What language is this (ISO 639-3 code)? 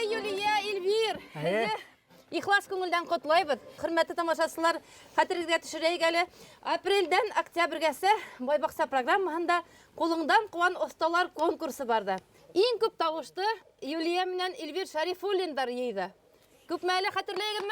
bak